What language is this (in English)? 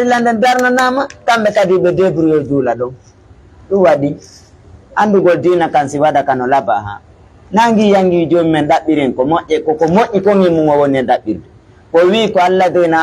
Fula